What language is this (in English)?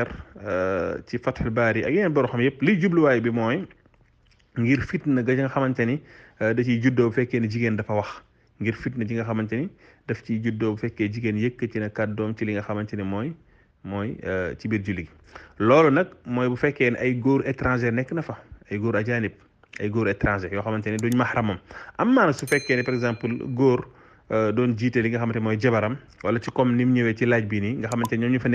Wolof